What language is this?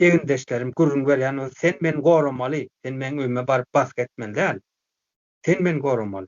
Turkmen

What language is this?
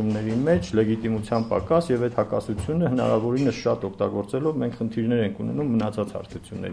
Armenian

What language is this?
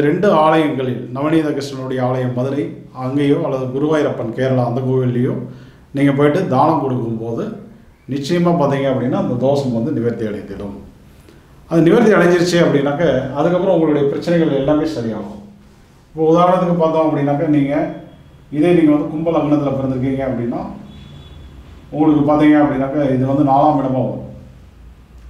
Tamil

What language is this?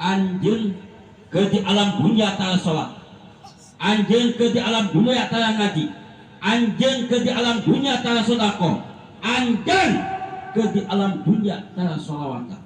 Sundanese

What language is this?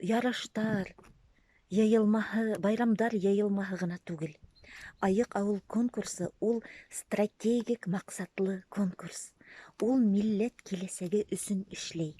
Bashkir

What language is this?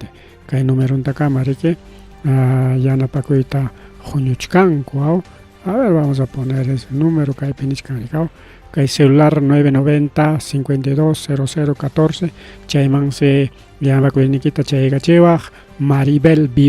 Ayacucho Quechua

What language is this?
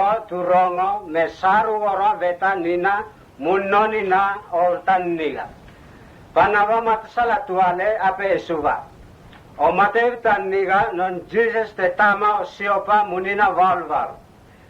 Mota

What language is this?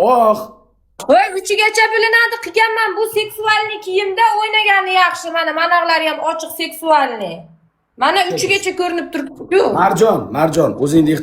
Uzbek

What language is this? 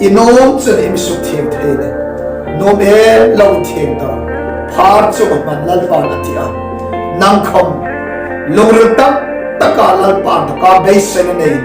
Hmar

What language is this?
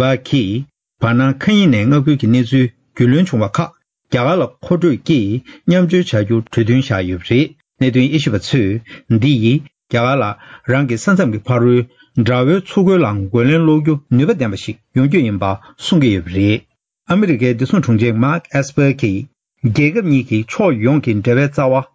Tibetan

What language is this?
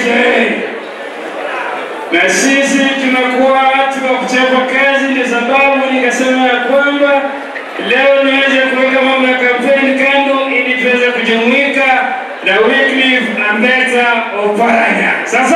Swahili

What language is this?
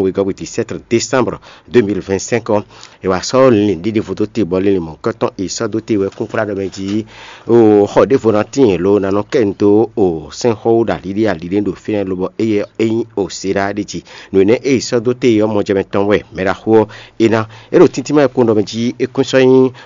Fon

